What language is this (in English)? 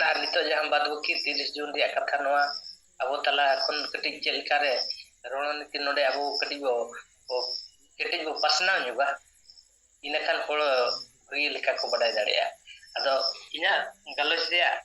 Santali